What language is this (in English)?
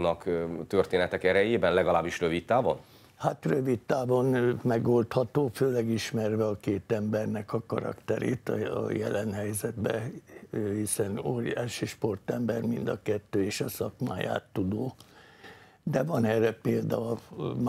Hungarian